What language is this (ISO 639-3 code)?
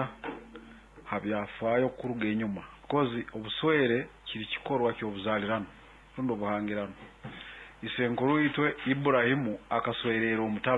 nyo